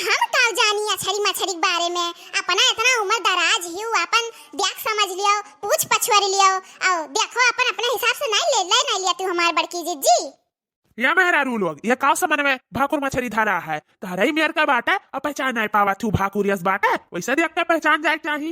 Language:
Awadhi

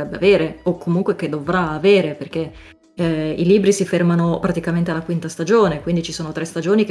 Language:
Italian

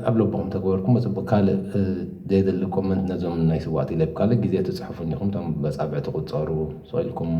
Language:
Tigrinya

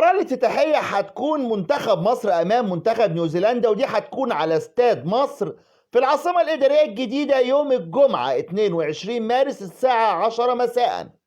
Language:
Egyptian Arabic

